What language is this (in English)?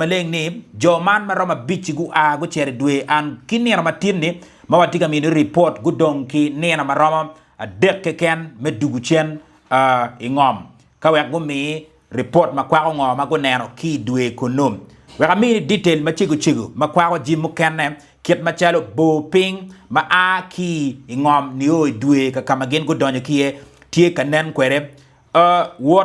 Acoli